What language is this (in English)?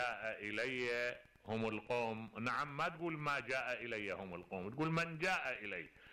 Mesopotamian Arabic